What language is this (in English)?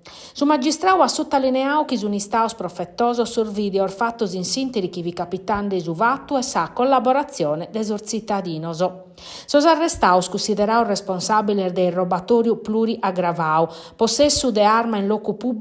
Sardinian